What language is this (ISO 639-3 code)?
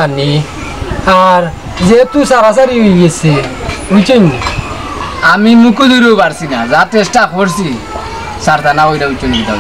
syl